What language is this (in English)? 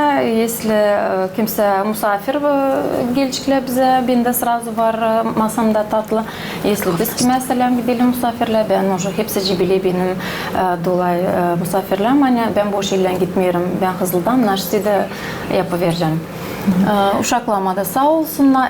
Gagauz